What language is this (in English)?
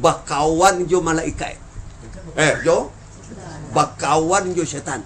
Minangkabau